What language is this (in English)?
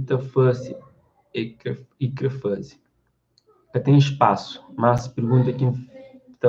Kabuverdianu